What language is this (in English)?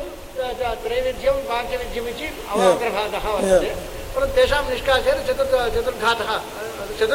Sanskrit